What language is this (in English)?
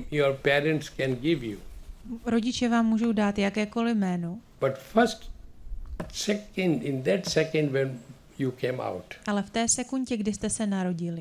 Czech